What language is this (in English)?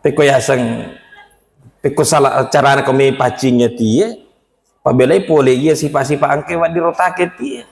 Buginese